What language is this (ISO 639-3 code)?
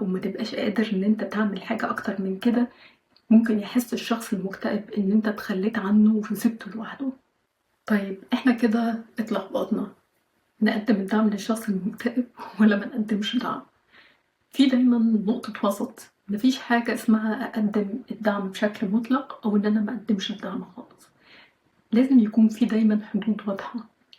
arz